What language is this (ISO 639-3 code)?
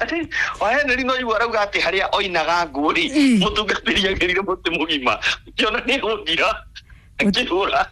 kik